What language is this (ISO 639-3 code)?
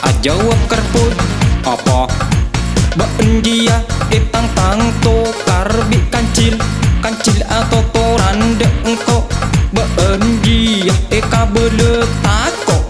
mad